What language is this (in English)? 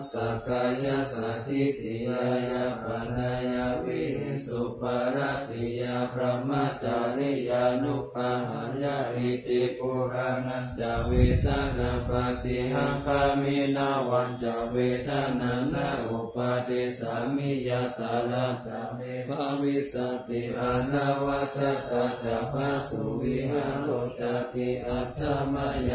Pali